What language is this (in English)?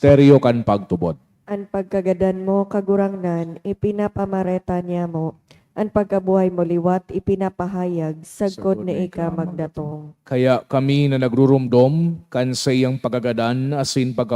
Bikol